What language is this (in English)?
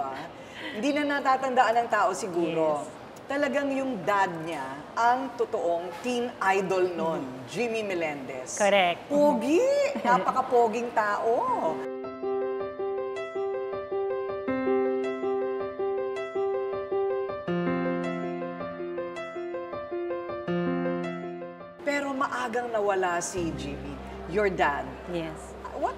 Filipino